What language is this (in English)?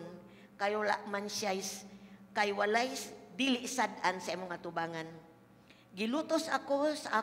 Cebuano